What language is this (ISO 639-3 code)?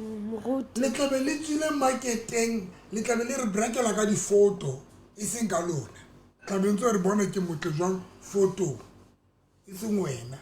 sot